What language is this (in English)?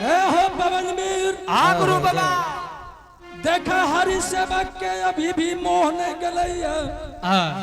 Angika